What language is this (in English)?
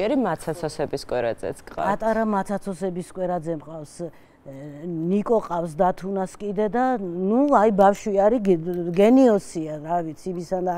Georgian